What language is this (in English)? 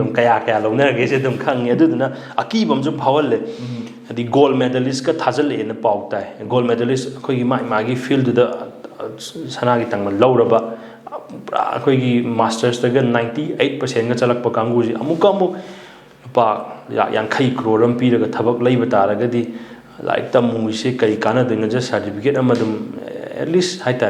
Manipuri